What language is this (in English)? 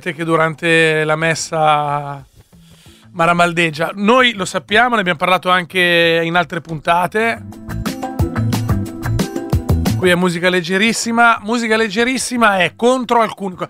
Italian